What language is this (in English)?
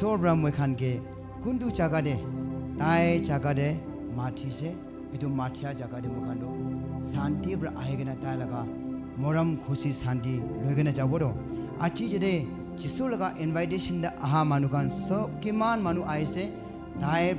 Naga Pidgin